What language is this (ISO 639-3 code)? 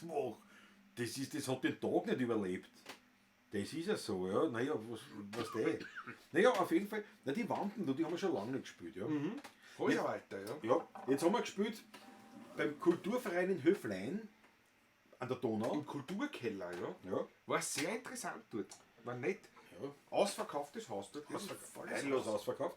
bar